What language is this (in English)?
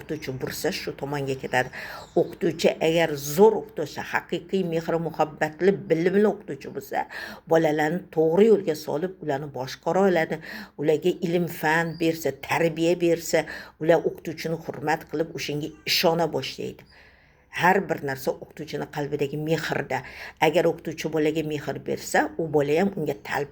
Uzbek